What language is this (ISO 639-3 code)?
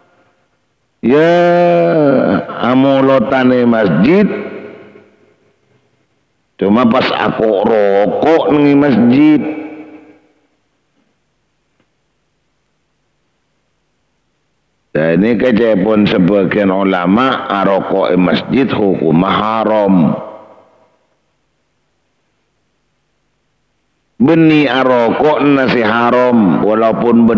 mad